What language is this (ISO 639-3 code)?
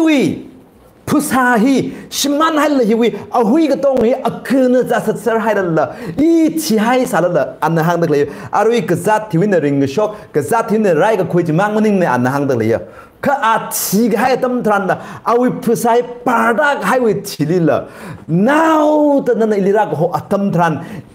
nmf